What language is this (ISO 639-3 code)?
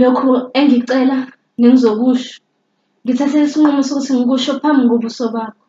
zul